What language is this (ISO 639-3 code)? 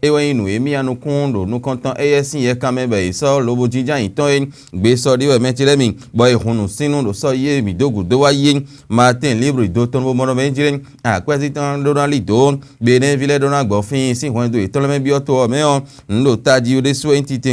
fon